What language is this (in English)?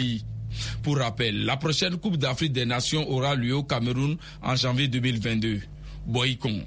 French